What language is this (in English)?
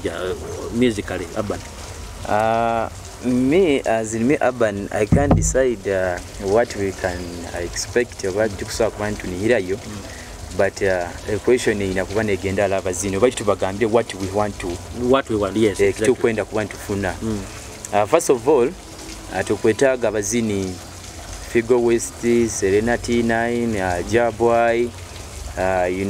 Nyoro